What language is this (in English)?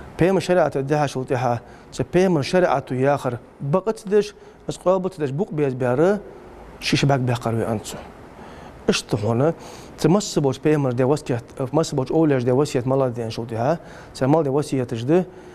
Ingush